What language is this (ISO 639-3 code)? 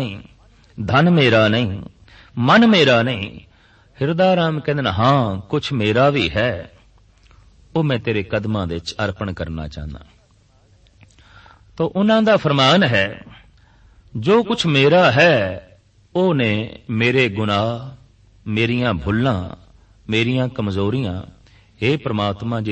pan